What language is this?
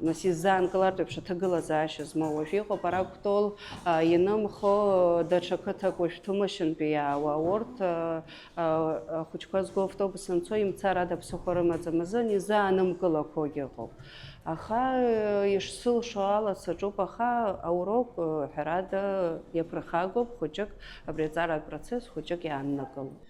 Abkhazian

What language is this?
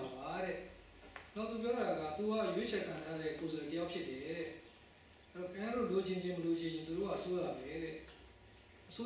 Burmese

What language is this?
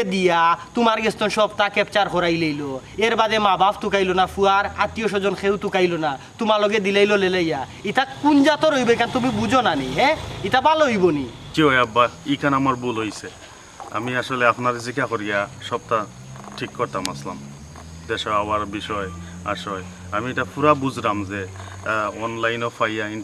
Sylheti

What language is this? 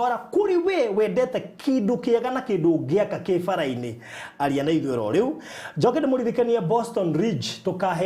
Kikuyu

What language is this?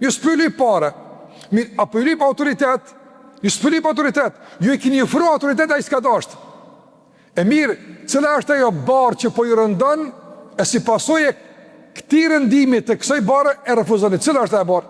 Albanian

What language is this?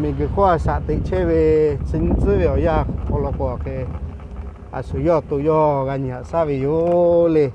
Lahu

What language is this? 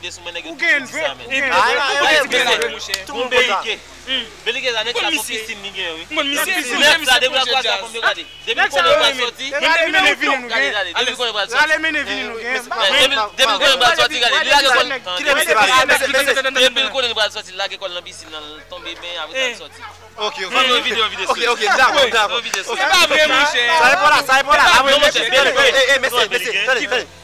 Haitian Creole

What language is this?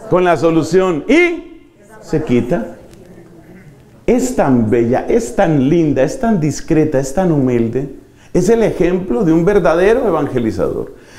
Spanish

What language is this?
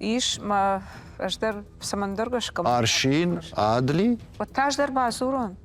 Ossetic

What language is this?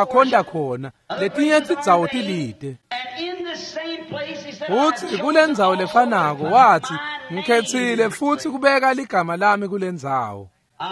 Swati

